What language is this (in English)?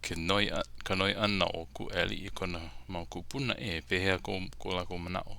Hawaiian